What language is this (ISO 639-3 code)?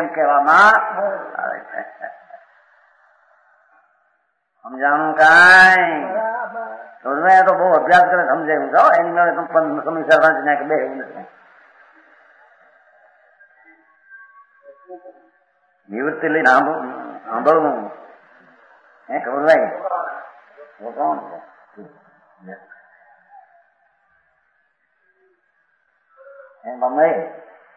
guj